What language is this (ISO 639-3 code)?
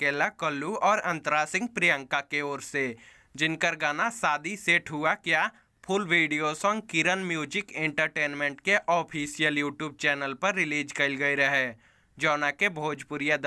bho